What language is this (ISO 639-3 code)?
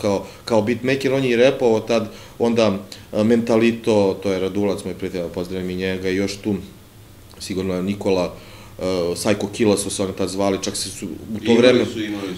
srp